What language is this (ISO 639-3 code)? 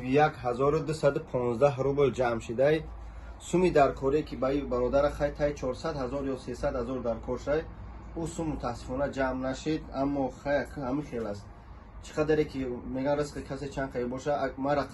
tgk